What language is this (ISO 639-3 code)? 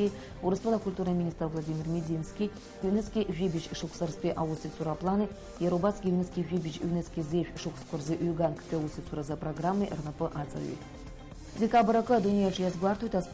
abk